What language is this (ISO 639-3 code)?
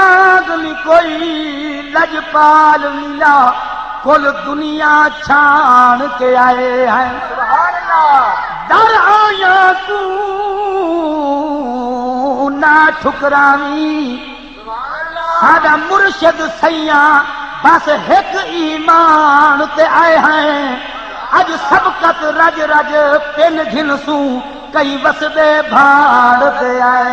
skr